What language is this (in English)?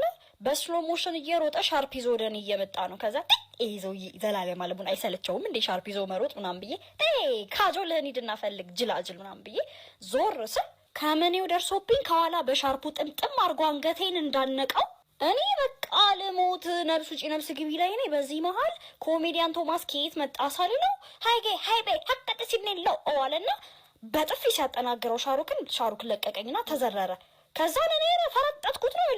Amharic